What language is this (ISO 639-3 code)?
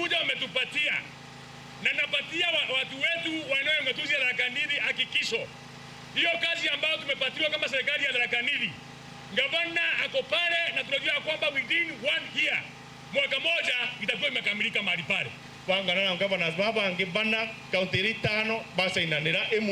mer